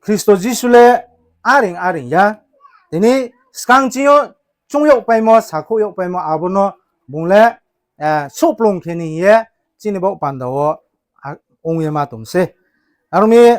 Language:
Riang (India)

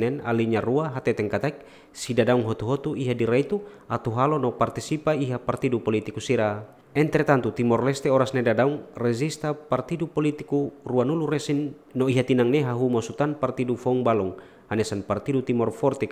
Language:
Tetum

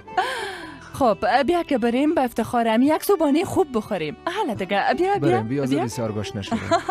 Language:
Persian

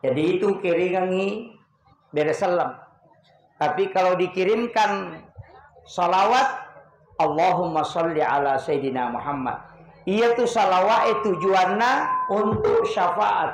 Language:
Buginese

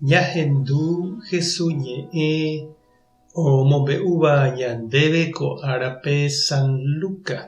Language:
Guarani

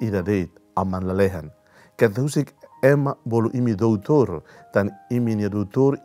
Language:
Tetum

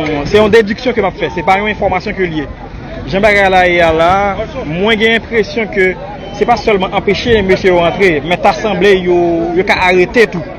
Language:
Haitian Creole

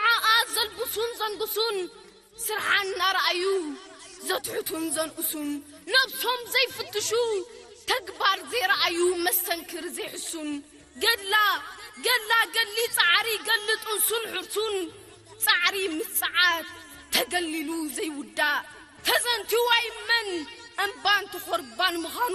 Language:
Tigrinya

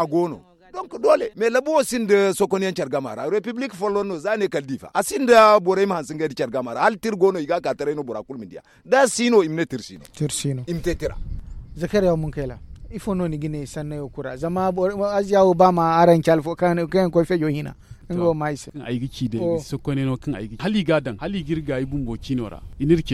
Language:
Zarma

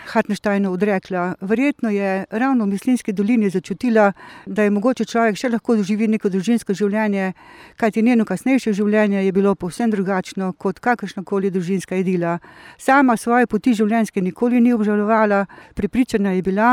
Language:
Slovenian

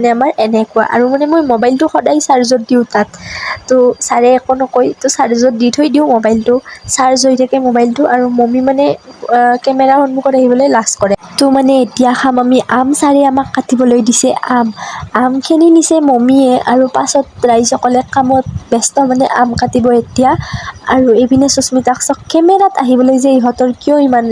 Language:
Assamese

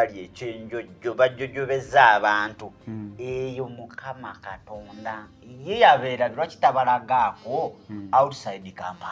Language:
Ganda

